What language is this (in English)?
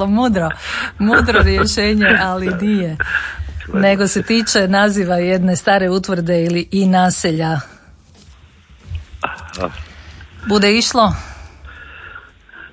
Croatian